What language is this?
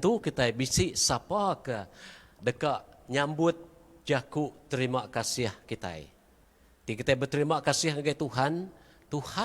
Iban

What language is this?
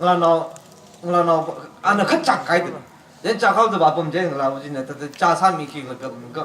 Tangkhul Naga (India)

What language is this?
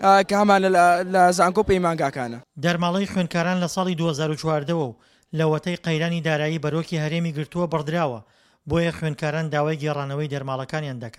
Central Kurdish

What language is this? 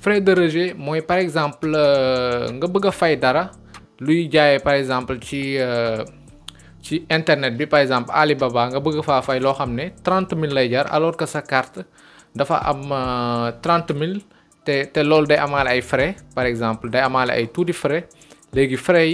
Wolof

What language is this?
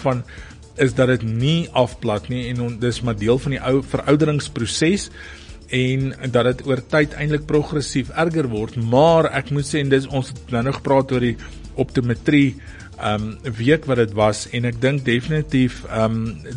Afrikaans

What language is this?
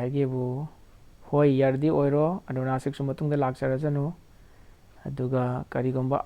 Manipuri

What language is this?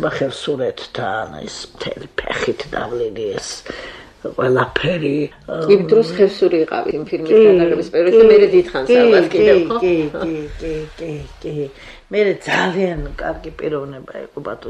Georgian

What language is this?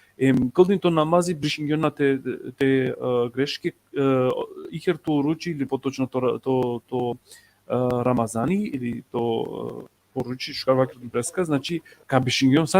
Balkan Romani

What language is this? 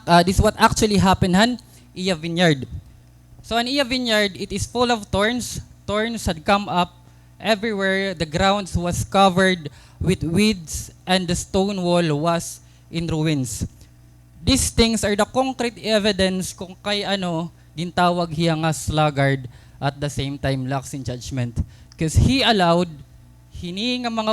Waray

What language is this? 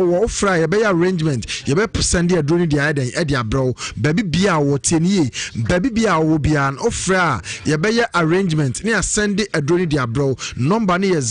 Akan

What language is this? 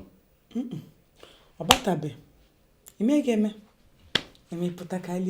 Igbo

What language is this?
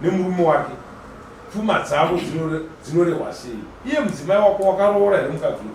Shona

